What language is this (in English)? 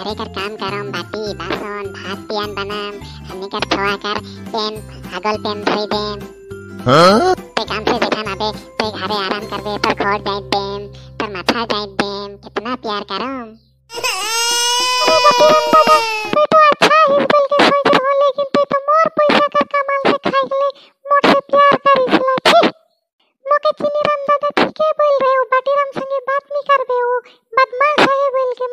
Sadri